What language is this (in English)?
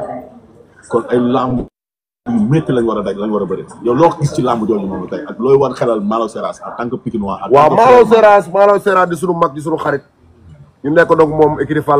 Wolof